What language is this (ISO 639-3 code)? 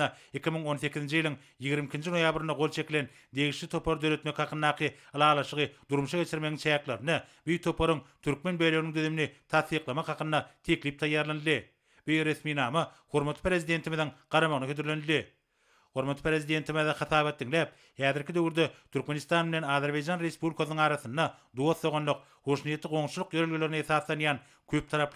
tuk